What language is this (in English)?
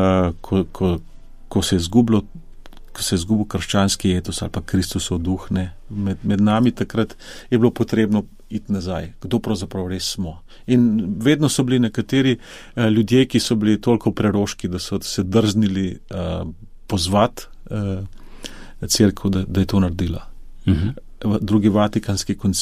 Slovenian